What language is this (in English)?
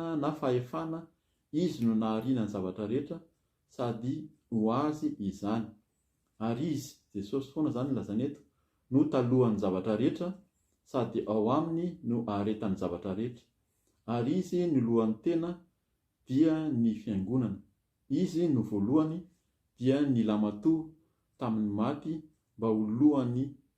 Malagasy